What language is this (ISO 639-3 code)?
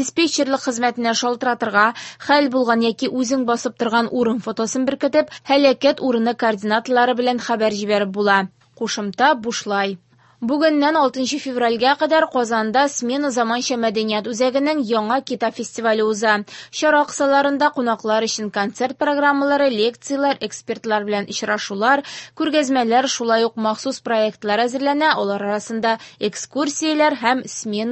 tat